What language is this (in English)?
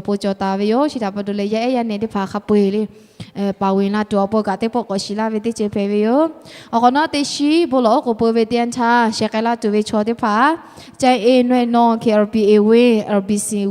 Lahu